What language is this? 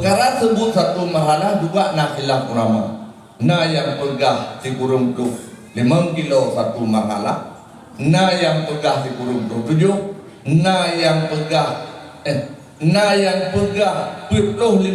Achinese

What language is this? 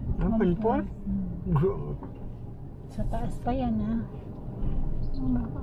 Filipino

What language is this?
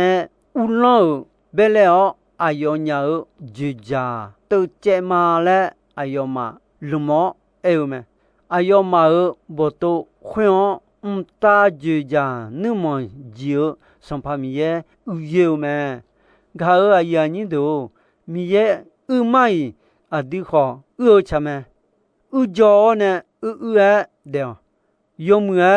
Akha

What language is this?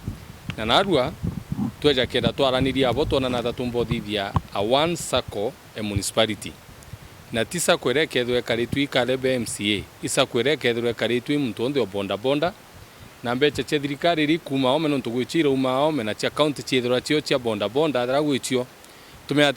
Meru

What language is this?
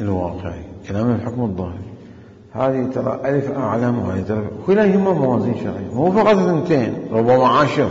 Mesopotamian Arabic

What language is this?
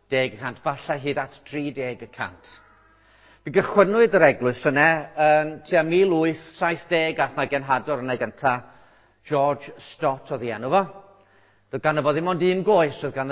Welsh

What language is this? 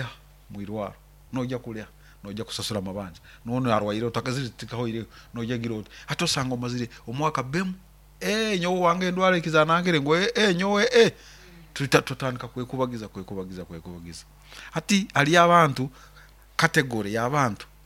Nyoro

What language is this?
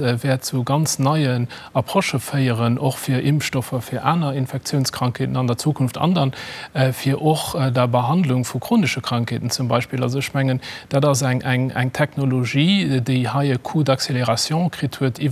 Luxembourgish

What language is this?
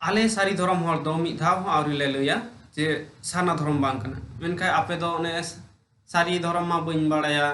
Santali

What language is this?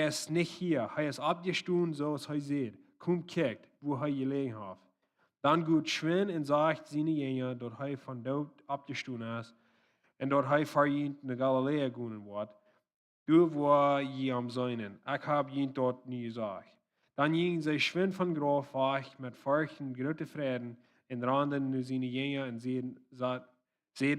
Plautdietsch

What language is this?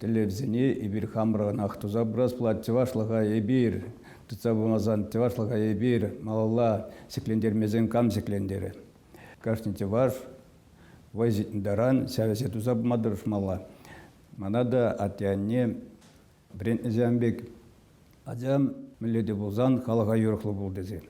Chuvash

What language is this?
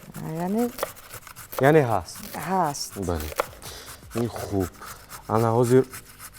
Tajik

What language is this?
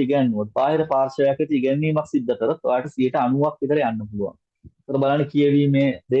Sinhala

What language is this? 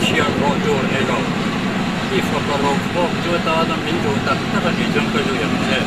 Mizo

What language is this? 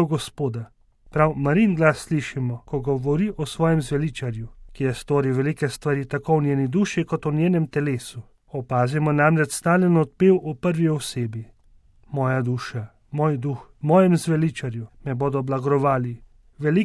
Slovenian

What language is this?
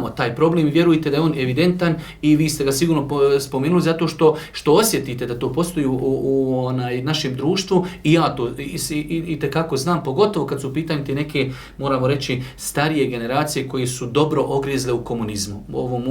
Bosnian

